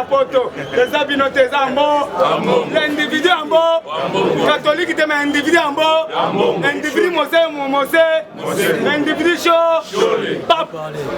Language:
Lingala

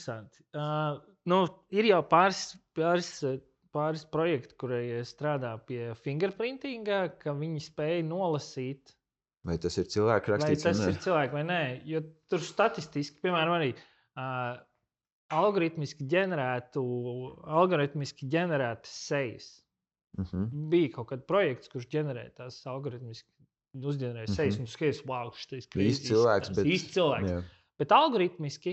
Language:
Latvian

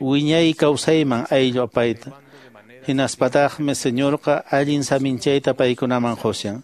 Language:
Quechua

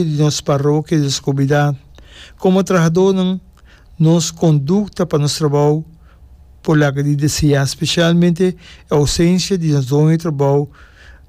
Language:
Papiamento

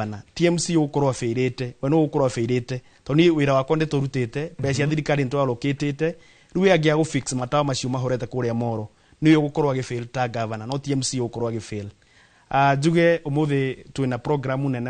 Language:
Kikuyu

